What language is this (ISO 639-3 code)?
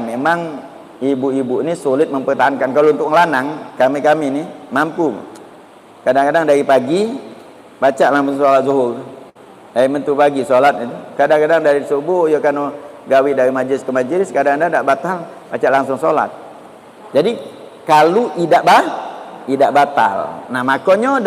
mui